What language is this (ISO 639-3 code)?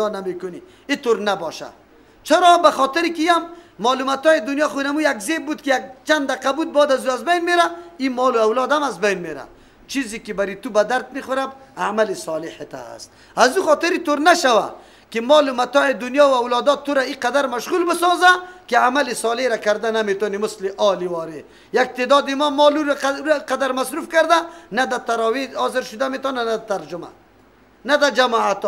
fas